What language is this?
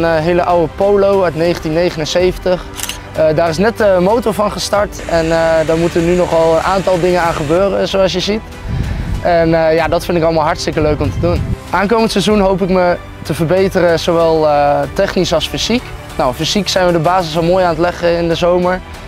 Dutch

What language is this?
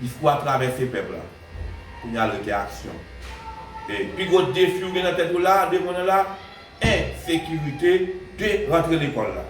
Haitian Creole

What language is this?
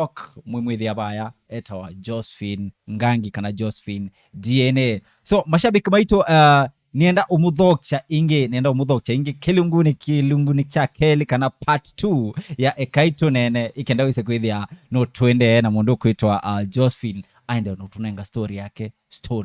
Kamba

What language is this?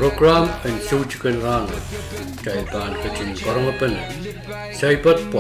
Pohnpeian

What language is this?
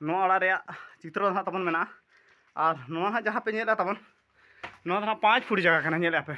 Santali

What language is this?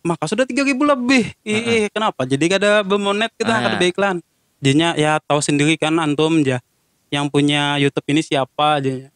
Banjar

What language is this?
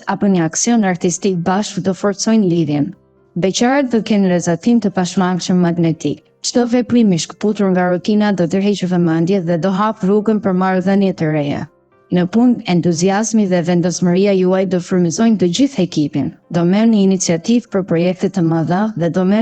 Albanian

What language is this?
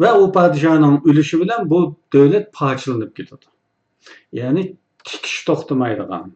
Uyghur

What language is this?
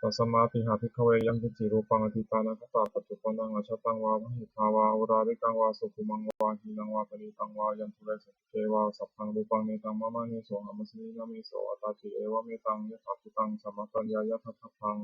Pali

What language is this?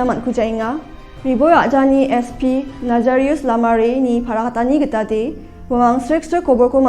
Garo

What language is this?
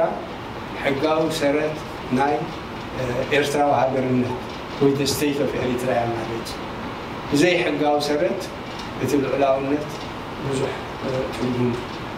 Tigrinya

